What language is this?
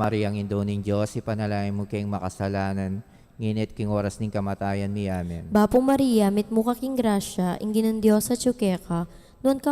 Pampanga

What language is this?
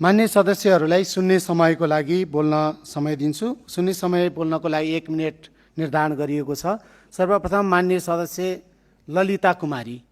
Nepali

